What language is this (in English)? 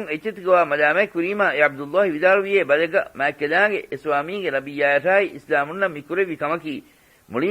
Divehi